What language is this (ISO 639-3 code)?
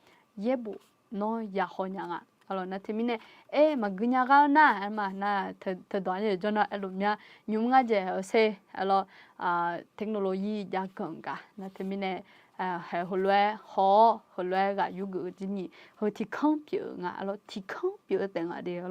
ahk